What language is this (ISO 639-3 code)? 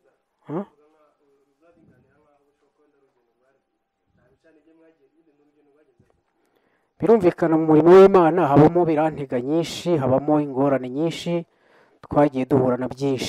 kin